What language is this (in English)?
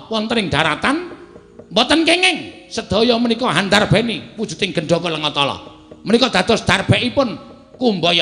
Javanese